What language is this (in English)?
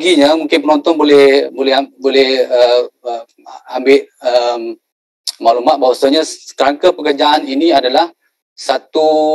Malay